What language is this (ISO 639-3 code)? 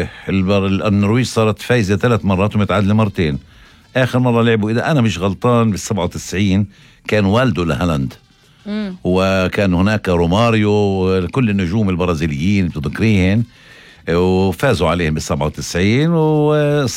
apc